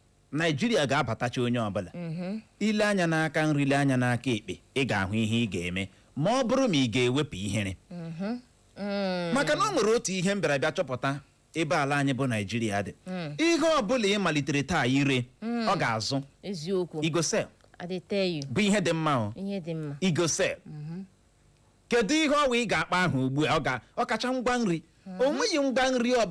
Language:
Igbo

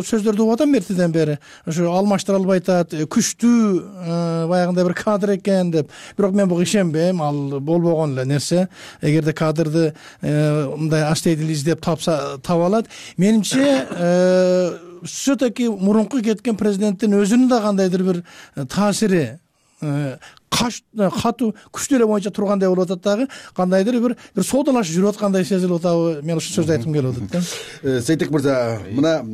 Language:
Kyrgyz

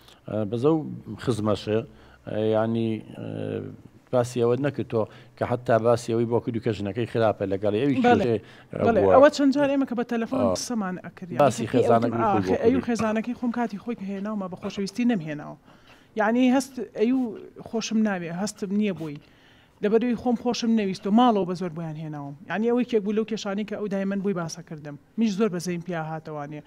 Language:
Central Kurdish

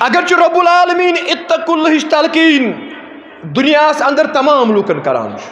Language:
Kashmiri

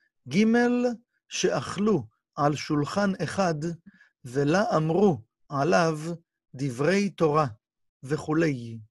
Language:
Hebrew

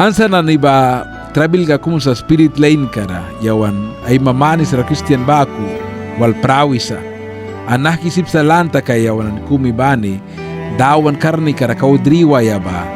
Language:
Mískito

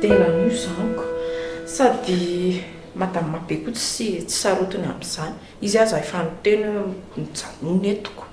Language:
Malagasy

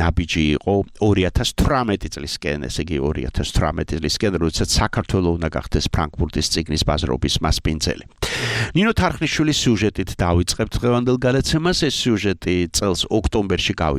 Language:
Georgian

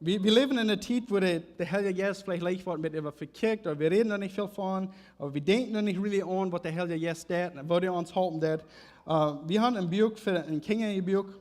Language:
Plautdietsch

